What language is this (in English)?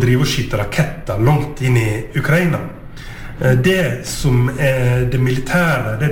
Norwegian